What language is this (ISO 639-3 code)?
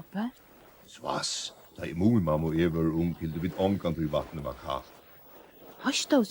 fao